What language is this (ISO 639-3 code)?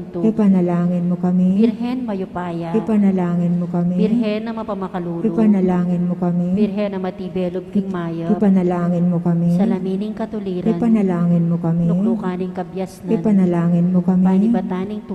pam